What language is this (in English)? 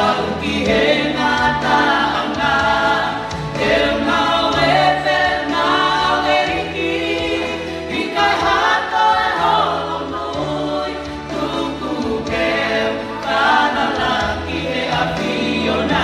Tongan